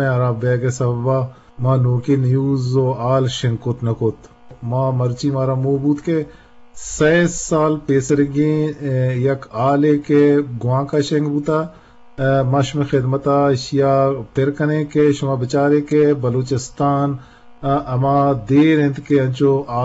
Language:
Eastern Balochi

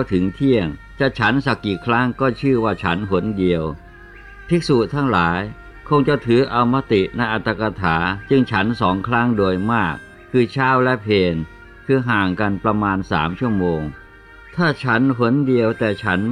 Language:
Thai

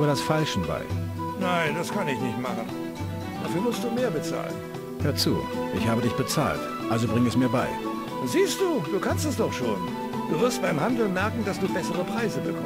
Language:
Bavarian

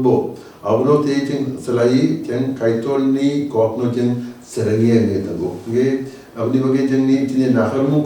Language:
Kok Borok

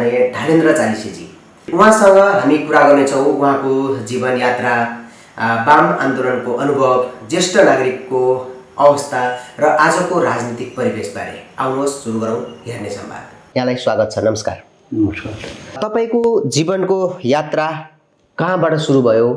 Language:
Nepali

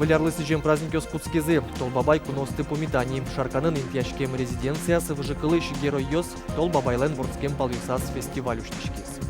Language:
Udmurt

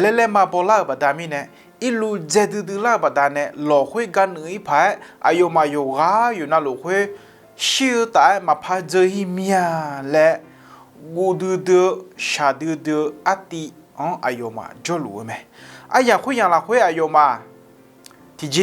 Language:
Akha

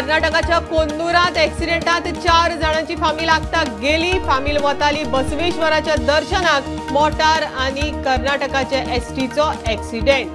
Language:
Konkani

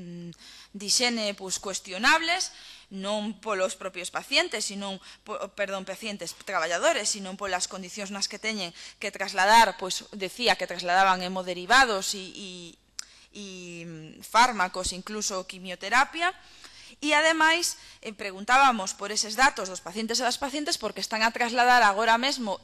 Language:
Galician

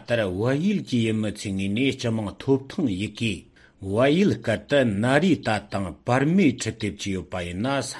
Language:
Tibetan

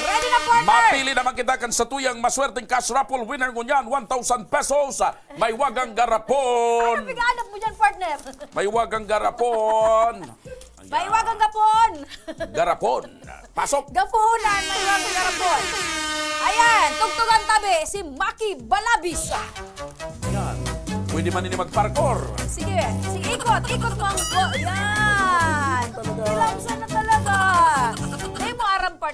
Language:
Bikol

